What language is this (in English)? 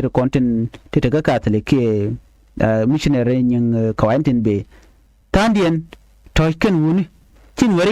Nuer